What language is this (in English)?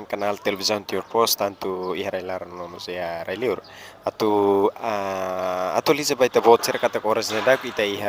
Tetum